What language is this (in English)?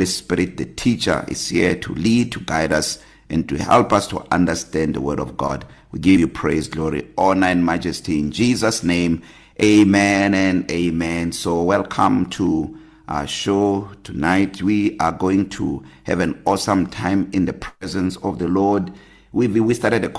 English